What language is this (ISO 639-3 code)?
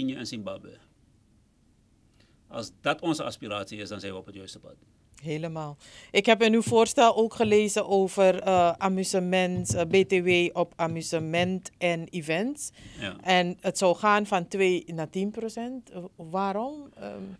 nld